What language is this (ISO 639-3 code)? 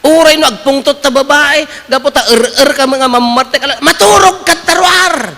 ilo